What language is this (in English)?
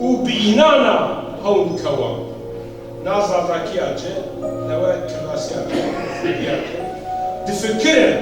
Zaza